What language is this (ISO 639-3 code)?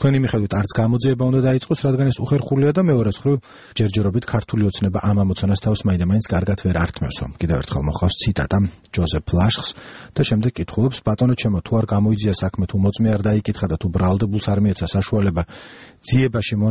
kat